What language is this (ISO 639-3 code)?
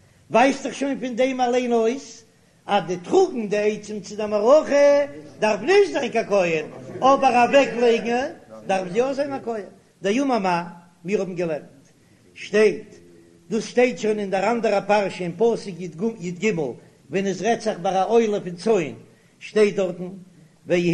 yid